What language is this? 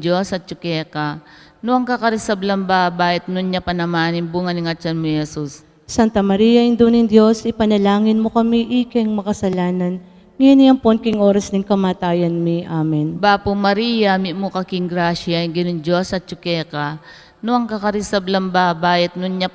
Pampanga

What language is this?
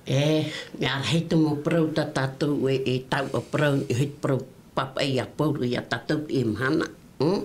Tahitian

